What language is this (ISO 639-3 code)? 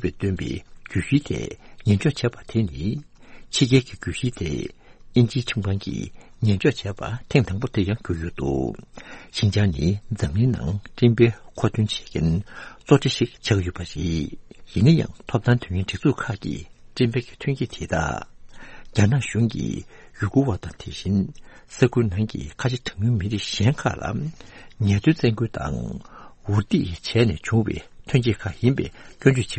bod